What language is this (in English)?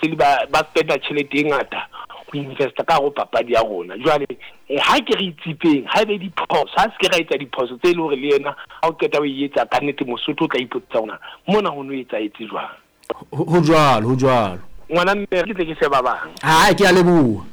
Southern Sotho